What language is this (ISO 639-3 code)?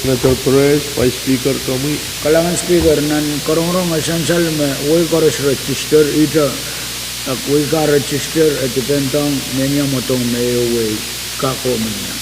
pon